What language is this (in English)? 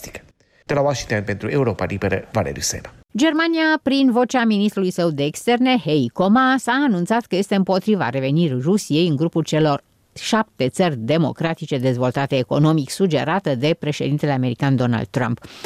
Romanian